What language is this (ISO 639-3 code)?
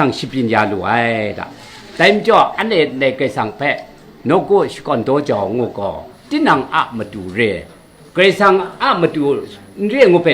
kac